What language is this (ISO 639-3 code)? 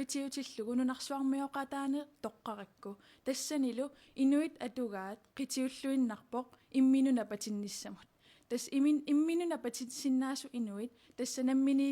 kal